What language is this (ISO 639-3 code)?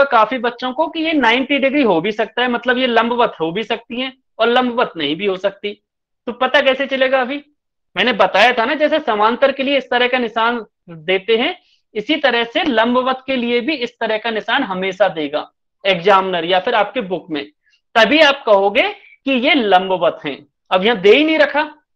hin